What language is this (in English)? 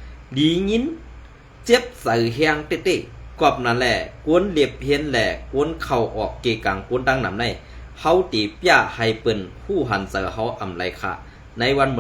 Shan